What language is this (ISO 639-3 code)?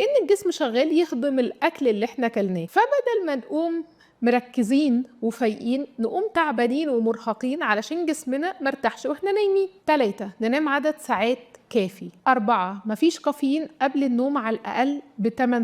arz